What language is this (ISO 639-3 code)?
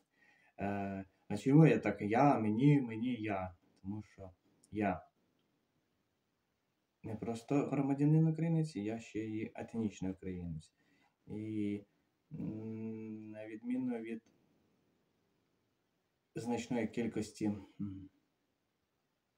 ukr